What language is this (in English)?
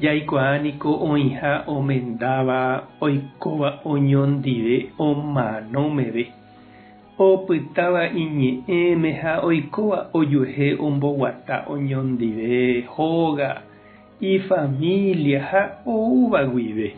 Guarani